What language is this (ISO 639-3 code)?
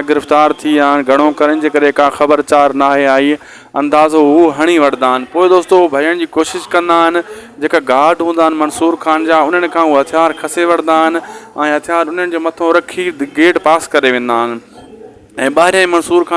snd